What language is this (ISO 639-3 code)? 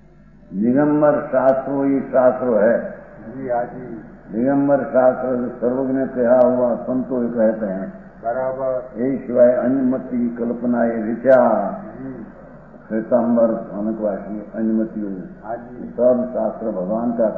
hin